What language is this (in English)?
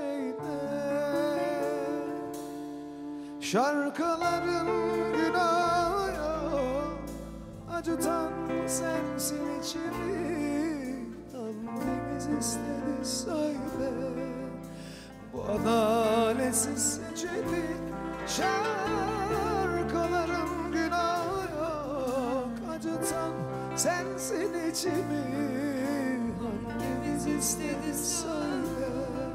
Turkish